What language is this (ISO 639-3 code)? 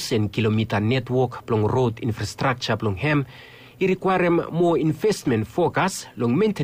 bis